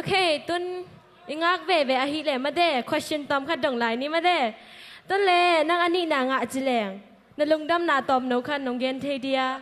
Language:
Tedim Chin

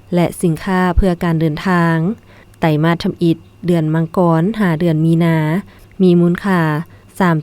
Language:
Lao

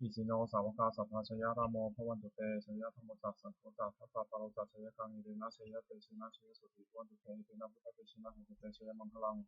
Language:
Pali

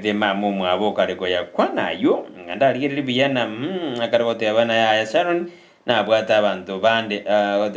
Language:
Gusii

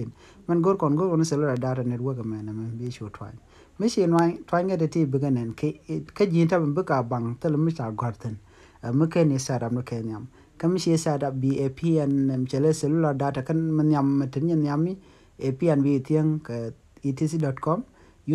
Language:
Nuer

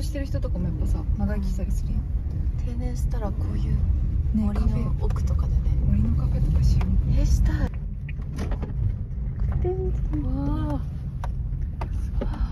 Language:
Japanese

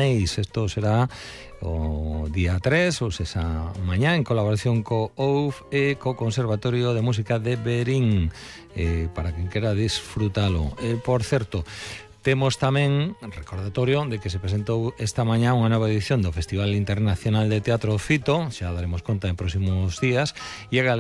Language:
Galician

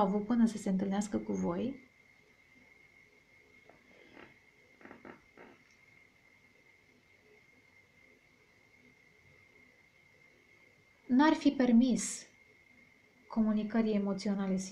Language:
Romanian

